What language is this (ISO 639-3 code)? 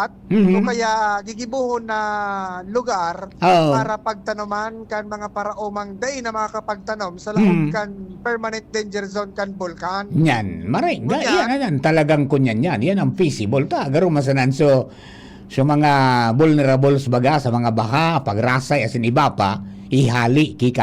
bik